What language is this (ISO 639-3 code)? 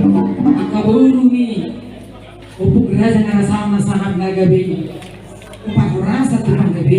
bbc